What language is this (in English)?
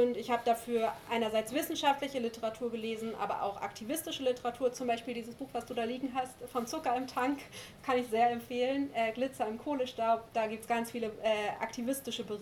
German